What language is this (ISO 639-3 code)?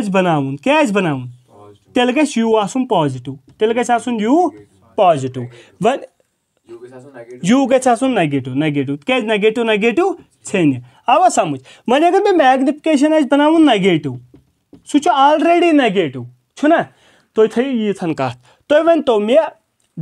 kas